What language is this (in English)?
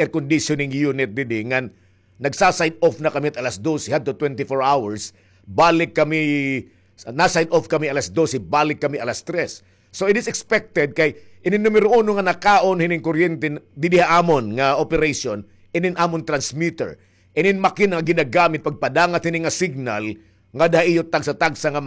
Waray